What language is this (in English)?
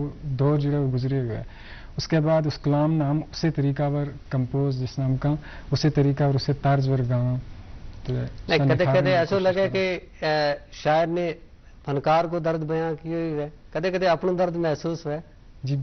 Gujari